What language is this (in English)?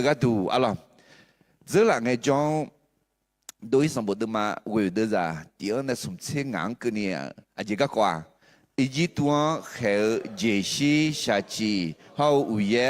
Akha